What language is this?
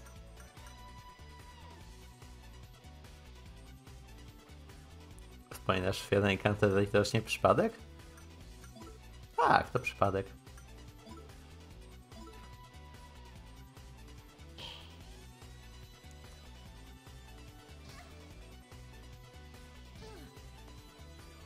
Polish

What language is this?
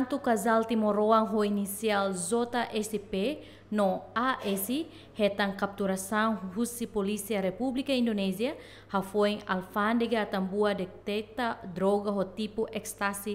Tetum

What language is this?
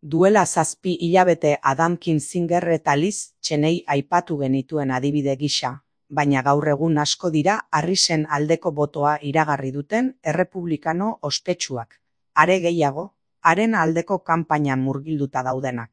Basque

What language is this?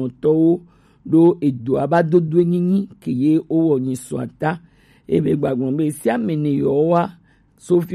Gen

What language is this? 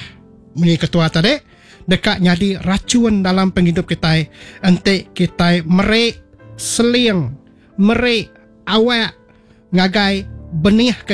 Iban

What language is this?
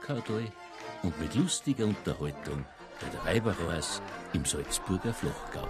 Bavarian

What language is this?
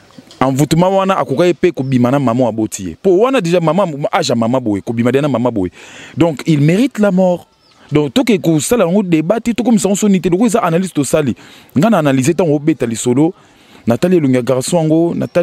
Lingala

